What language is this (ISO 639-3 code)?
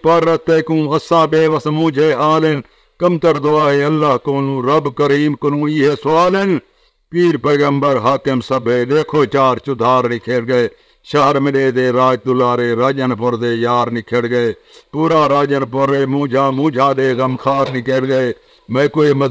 skr